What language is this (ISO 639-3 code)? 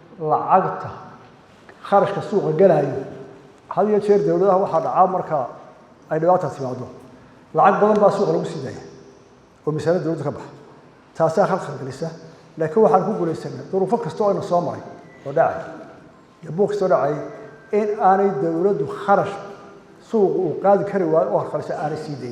som